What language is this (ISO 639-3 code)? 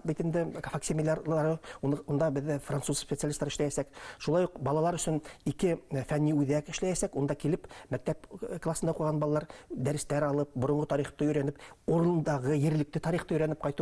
bak